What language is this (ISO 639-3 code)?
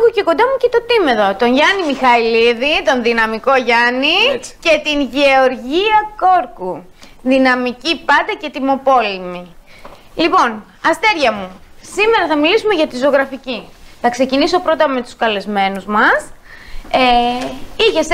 ell